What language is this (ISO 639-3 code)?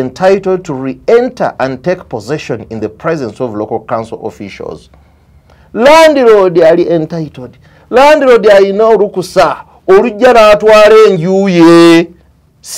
lug